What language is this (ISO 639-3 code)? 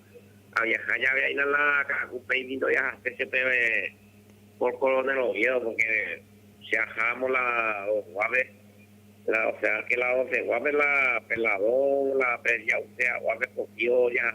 grn